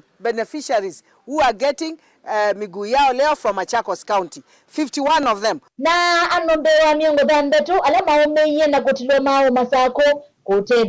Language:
Kamba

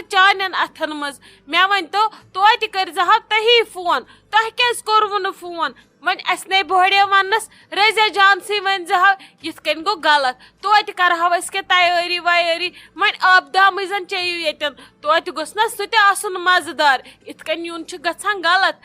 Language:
Kashmiri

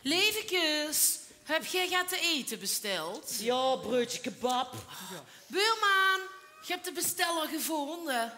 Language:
Limburgish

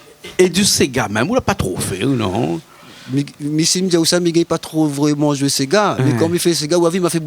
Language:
Réunion Creole French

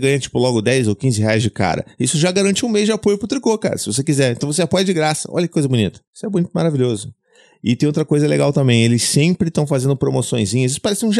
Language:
Portuguese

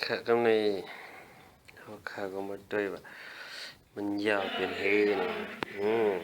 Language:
Shan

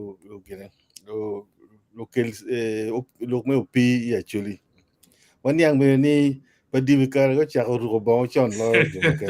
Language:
Acoli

